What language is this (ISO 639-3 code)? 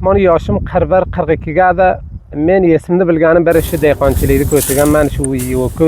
uzb